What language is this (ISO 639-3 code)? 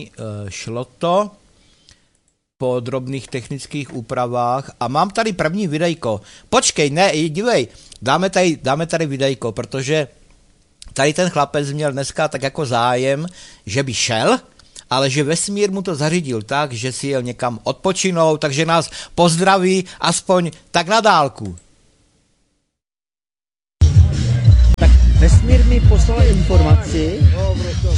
ces